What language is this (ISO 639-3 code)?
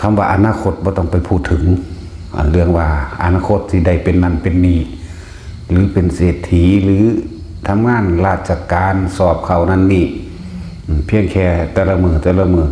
tts